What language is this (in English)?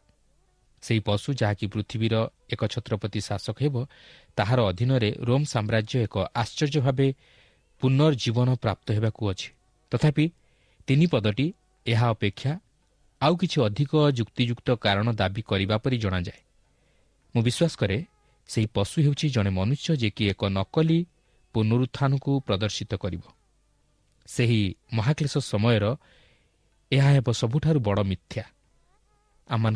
Odia